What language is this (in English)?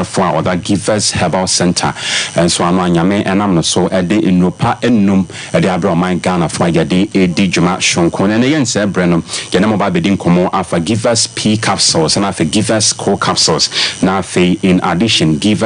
Akan